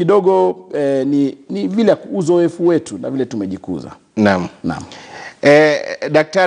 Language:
Swahili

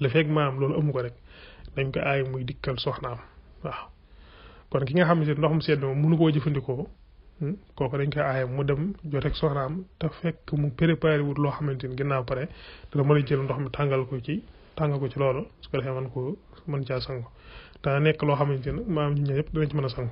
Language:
Wolof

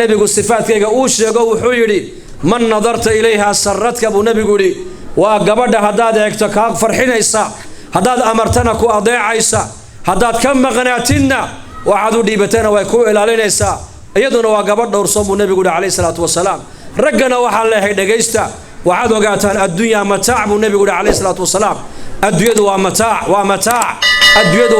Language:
Somali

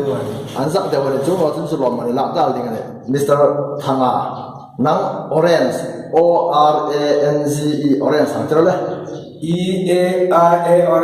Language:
Hmar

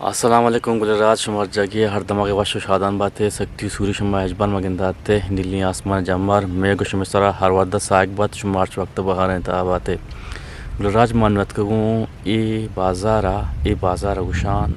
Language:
Eastern Balochi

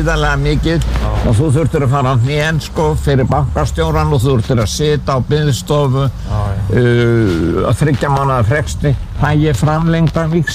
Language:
Icelandic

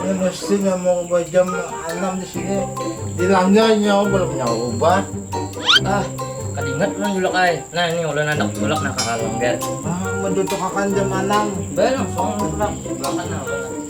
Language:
Banjar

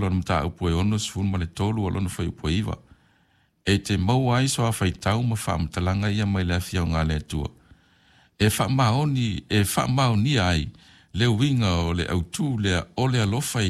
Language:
Samoan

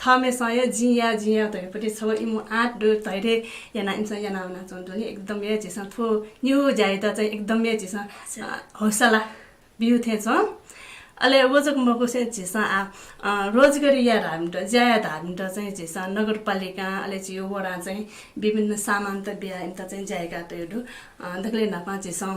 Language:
Newari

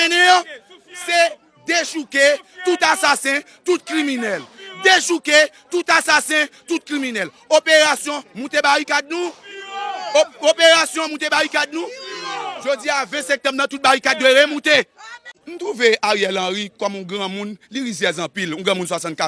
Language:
Haitian Creole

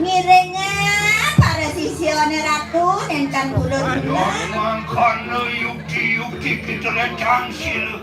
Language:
Balinese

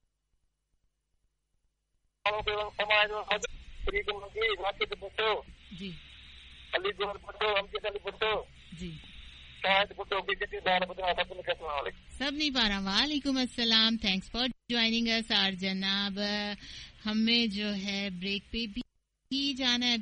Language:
Urdu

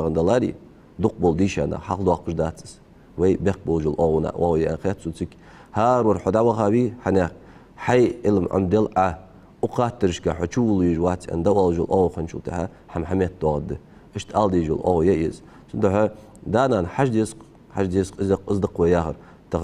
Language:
Ingush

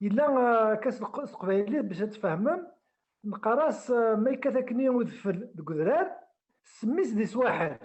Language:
Kabyle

